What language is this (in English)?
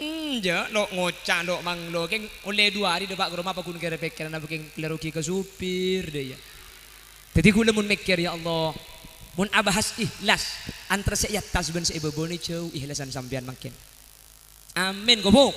Madurese